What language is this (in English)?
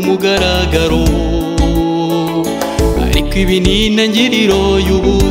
Kinyarwanda